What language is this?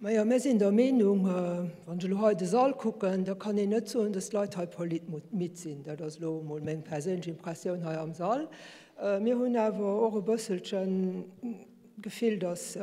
Luxembourgish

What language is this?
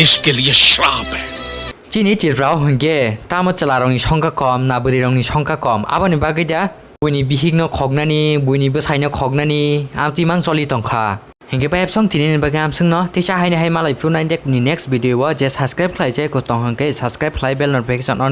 Kok Borok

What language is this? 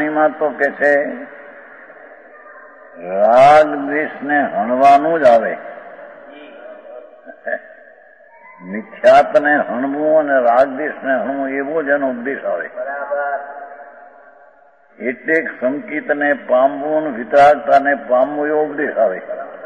Gujarati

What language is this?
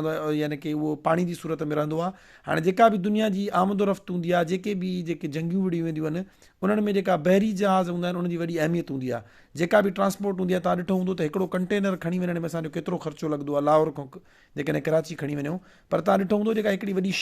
Sindhi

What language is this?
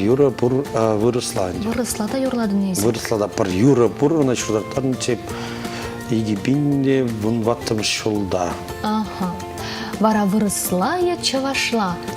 Chuvash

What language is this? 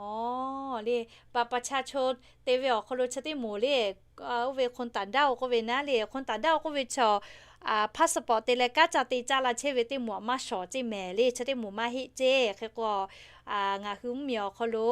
Lahu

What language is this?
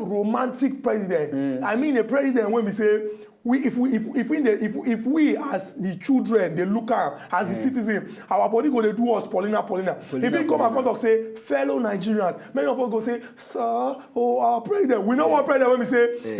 Nigerian Pidgin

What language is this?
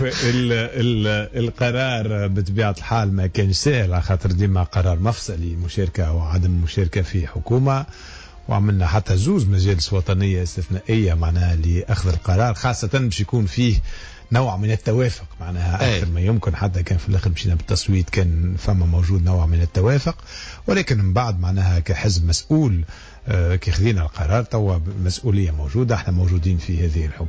Tunisian Arabic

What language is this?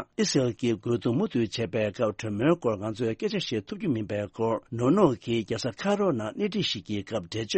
Tibetan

